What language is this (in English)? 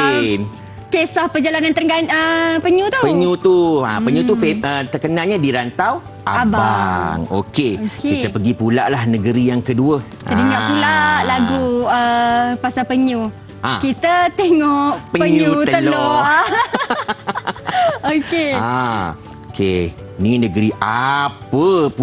Malay